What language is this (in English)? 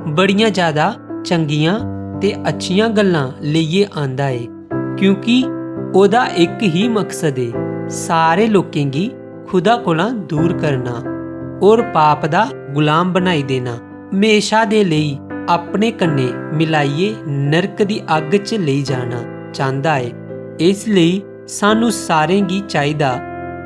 Dogri